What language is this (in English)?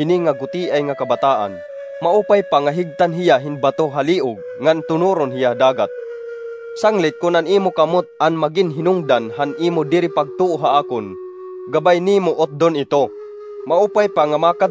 Waray